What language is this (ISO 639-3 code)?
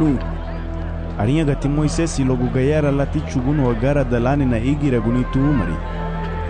cab